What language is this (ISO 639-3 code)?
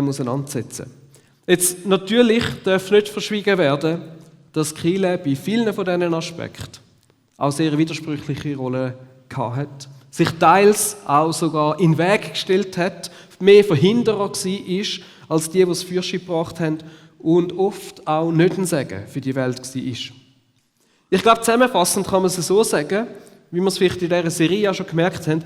gsw